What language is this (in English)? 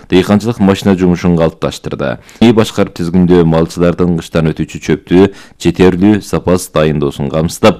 Kyrgyz